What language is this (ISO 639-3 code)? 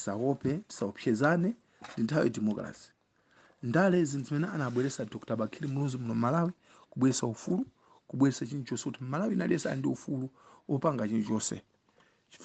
nya